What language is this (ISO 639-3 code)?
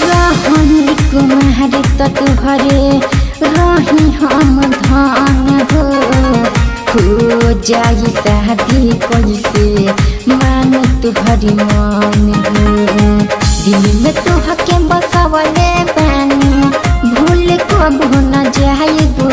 bho